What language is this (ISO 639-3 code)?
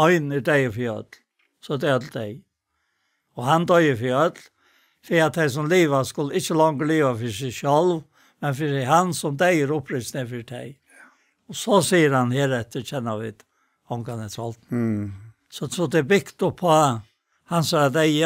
fao